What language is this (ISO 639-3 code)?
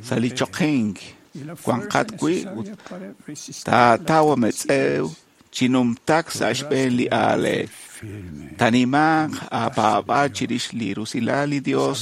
kek